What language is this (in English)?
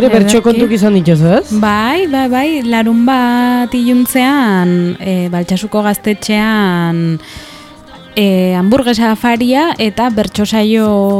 Basque